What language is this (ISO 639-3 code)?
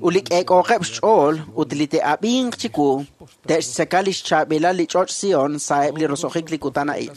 kek